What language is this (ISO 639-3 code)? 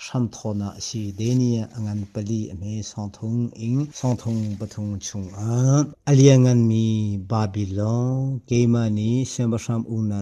cnh